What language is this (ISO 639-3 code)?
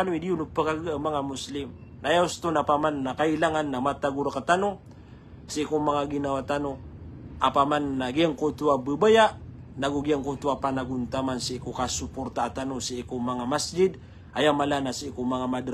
mrw